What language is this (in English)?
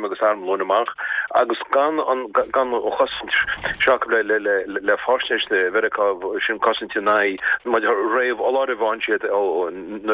Irish